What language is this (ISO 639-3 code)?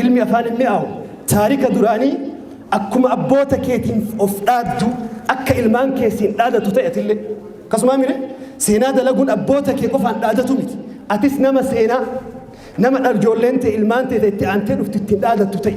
orm